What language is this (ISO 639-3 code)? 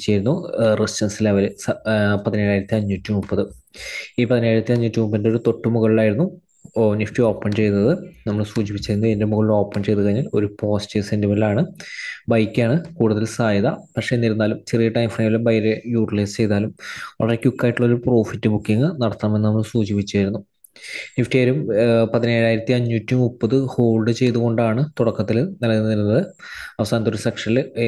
mal